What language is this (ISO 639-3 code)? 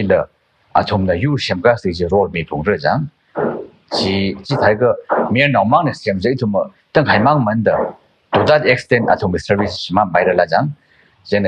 nmf